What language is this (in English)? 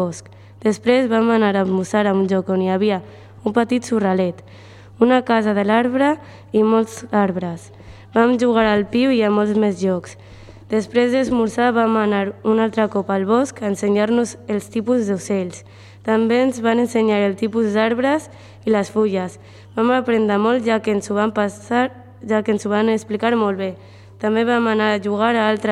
Catalan